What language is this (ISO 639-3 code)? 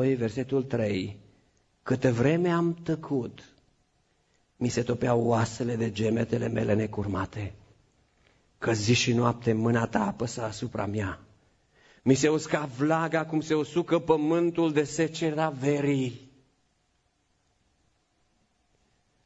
ron